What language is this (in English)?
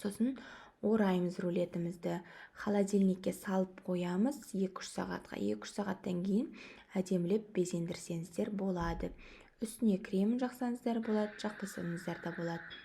Kazakh